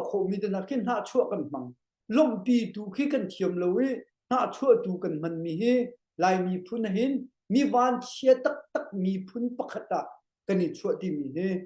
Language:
Hakha Chin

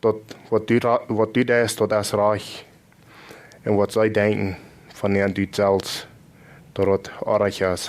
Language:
Plautdietsch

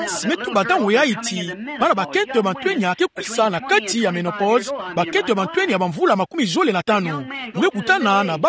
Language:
Kituba (Democratic Republic of Congo)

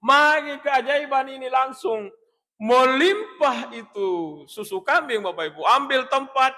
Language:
Buginese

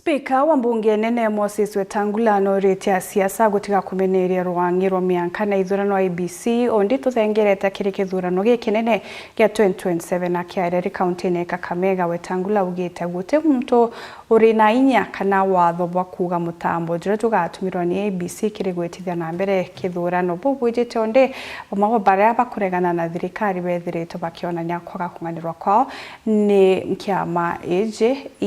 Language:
Meru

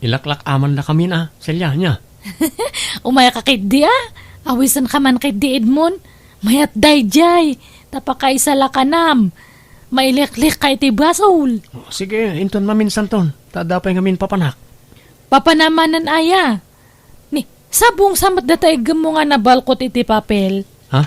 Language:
Iloko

